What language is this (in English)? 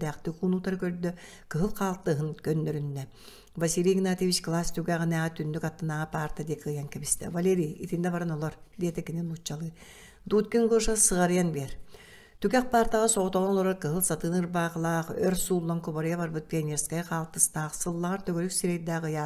Yakut